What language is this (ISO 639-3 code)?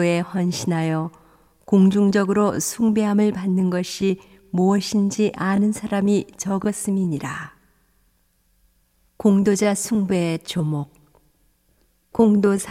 kor